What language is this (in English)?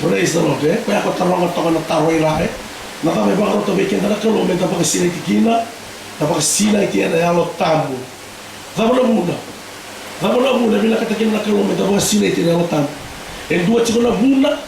Fijian